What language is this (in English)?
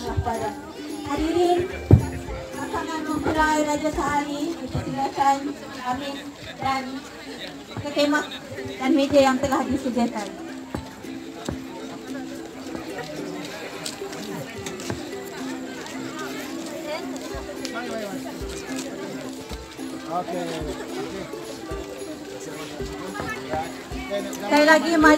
Malay